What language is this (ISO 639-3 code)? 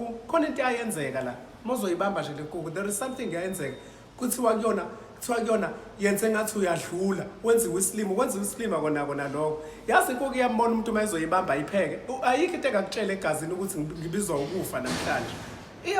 zul